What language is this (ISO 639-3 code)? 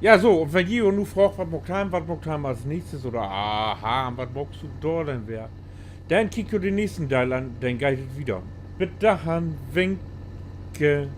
nds